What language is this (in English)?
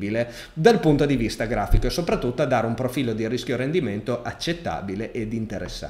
Italian